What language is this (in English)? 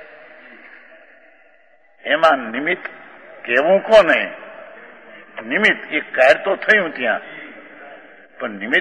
Gujarati